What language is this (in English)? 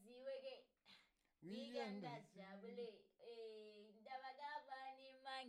Southern Sotho